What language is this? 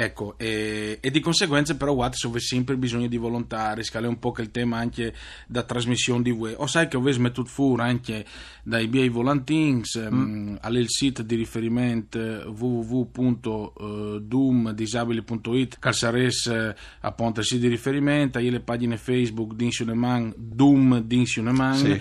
Friulian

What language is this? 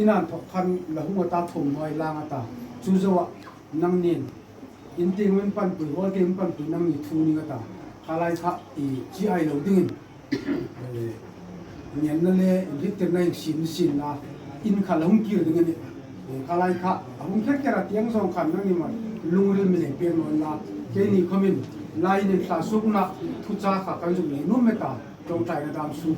Hmar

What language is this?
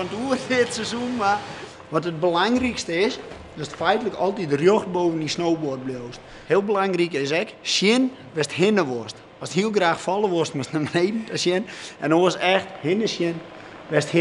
Western Frisian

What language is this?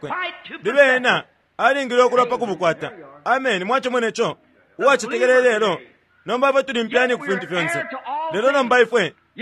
Bemba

